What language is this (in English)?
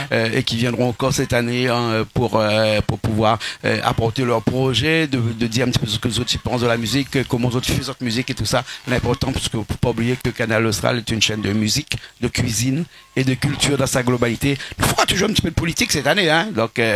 Réunion Creole French